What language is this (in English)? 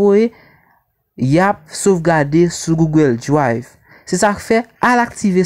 Haitian Creole